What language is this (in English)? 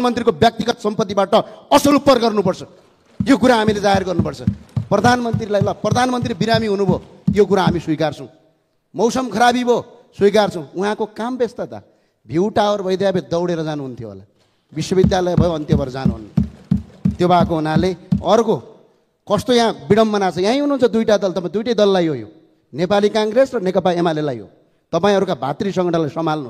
Nepali